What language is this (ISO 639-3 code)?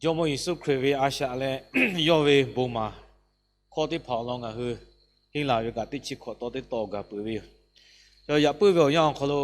lhu